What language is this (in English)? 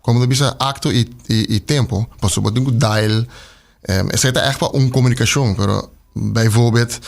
Papiamento